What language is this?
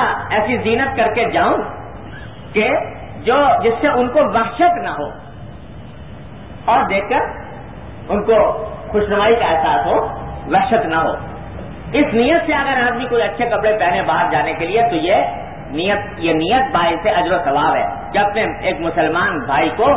Urdu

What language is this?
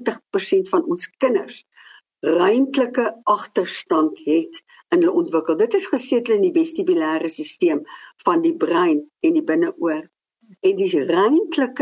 Afrikaans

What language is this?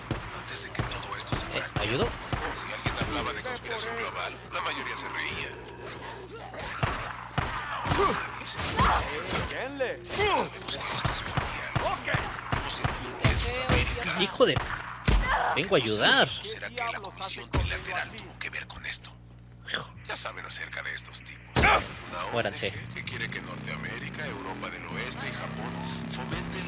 Spanish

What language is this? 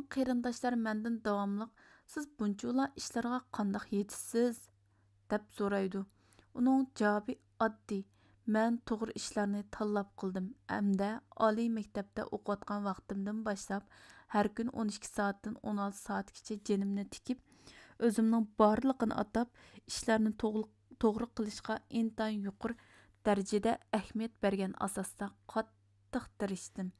Uyghur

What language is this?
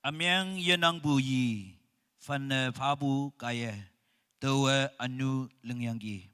Naga Pidgin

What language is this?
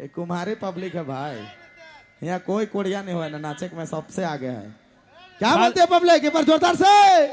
Sadri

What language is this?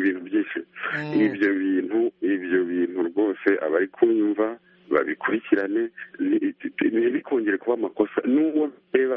Kinyarwanda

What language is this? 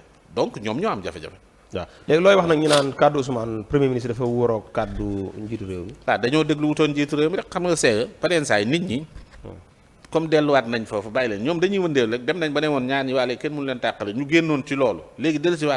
Wolof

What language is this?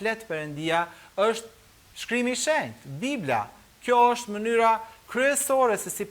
Albanian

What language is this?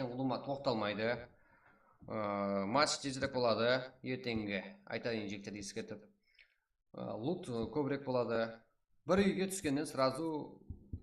Kara-Kalpak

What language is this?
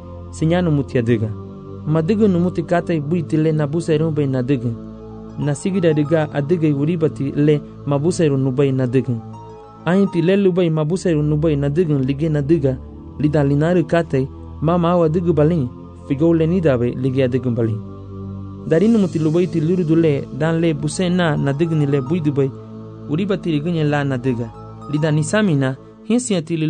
Garifuna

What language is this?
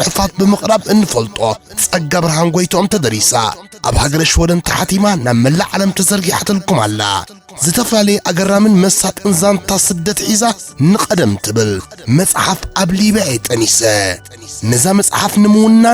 Tigrinya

